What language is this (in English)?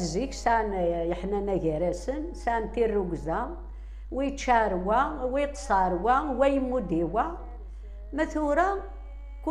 Kabyle